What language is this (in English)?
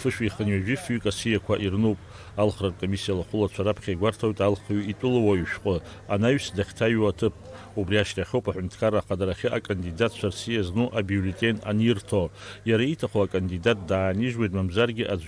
Abkhazian